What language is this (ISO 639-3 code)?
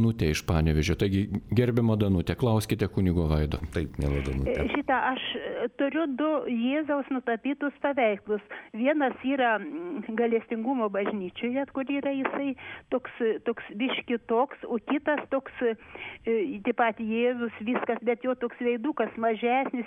lit